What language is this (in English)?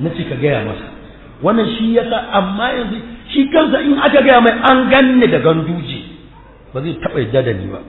Hausa